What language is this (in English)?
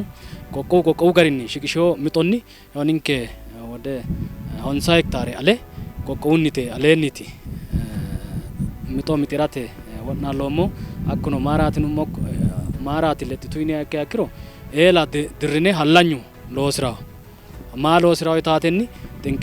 Sidamo